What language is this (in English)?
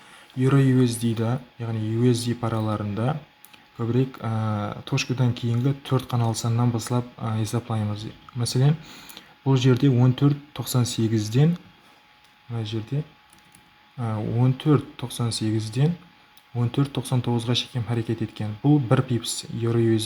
Kara-Kalpak